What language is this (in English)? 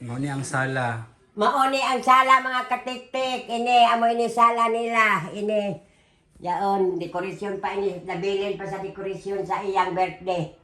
Cebuano